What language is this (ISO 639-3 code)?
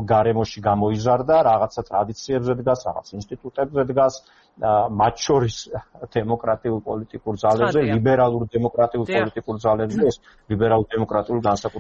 kat